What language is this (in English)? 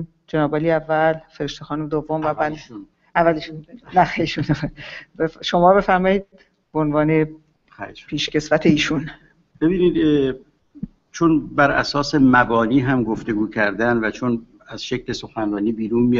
Persian